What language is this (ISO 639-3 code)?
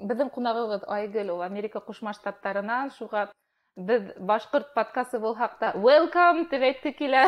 bak